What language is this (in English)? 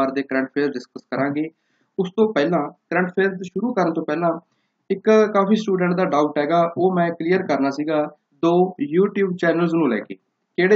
Punjabi